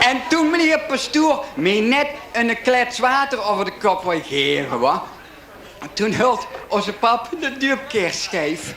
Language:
Limburgish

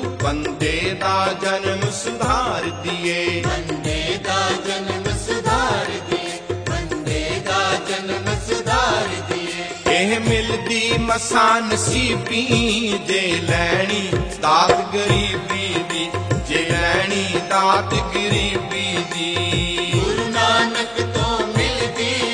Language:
Punjabi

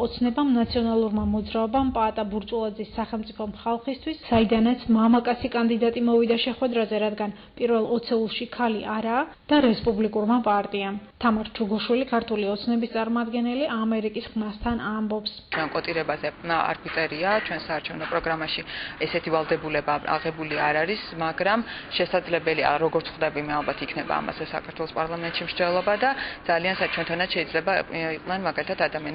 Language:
Georgian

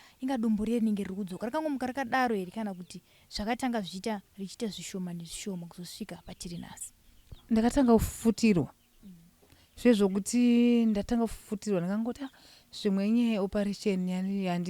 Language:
Shona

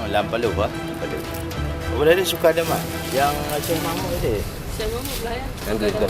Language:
Achinese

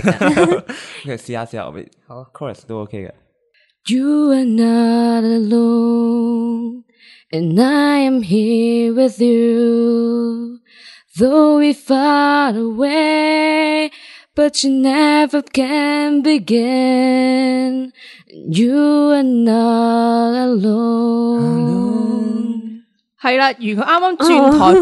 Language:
Cantonese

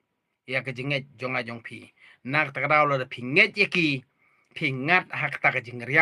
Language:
Khasi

